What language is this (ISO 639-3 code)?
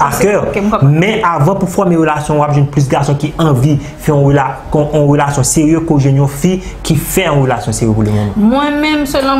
hat